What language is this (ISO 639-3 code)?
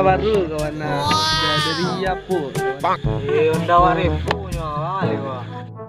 min